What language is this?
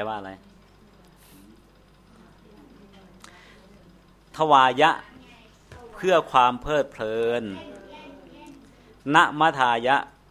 Thai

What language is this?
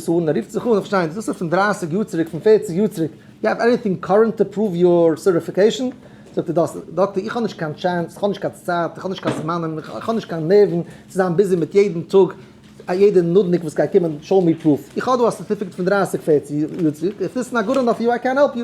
Yiddish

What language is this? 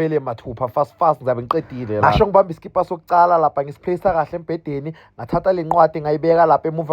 Zulu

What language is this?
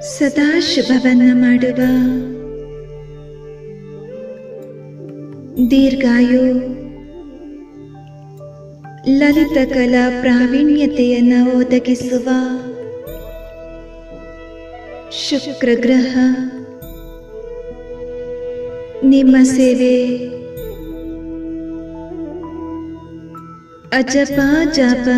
Kannada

